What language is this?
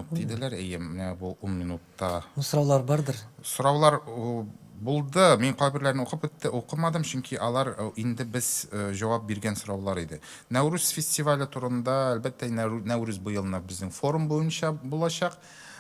Tatar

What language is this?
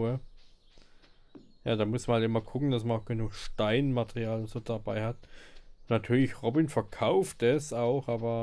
German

